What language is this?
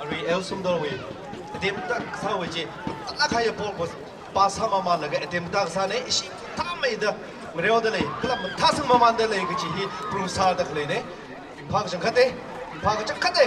Tangkhul Naga (India)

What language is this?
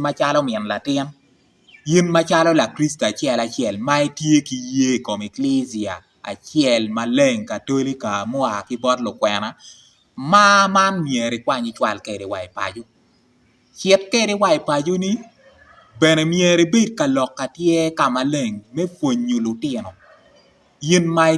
Acoli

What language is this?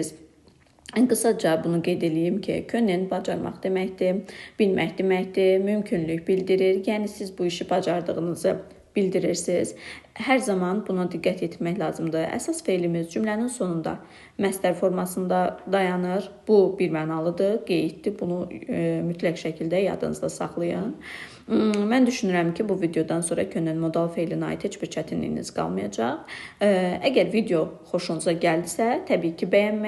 Azerbaijani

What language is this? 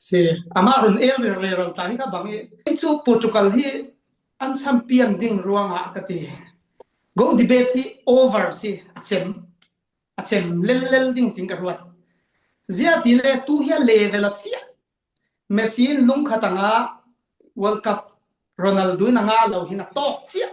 Falam Chin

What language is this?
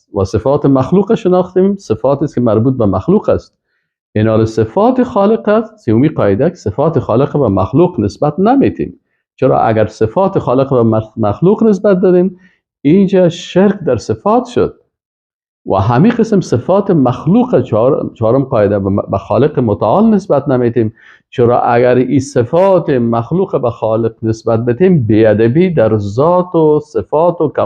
Persian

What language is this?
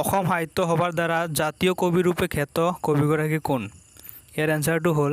Assamese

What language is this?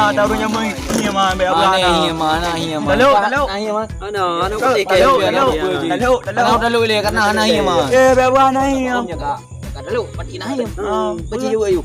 Achinese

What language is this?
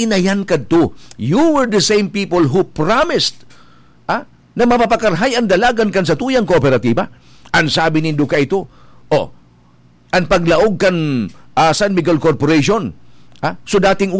Bikol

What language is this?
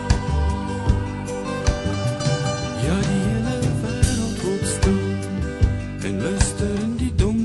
Afrikaans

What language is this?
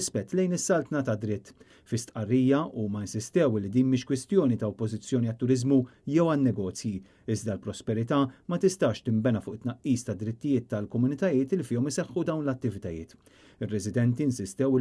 Maltese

